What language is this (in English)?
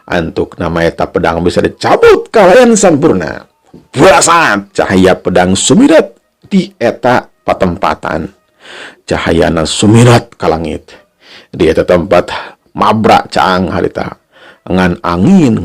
Sundanese